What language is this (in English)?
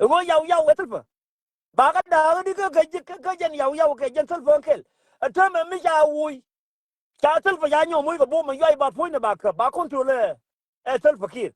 Nuer